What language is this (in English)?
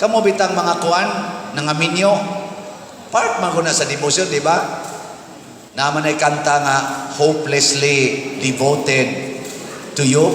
Cebuano